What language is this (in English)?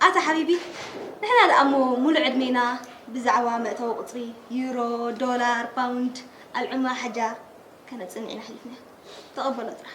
Tigrinya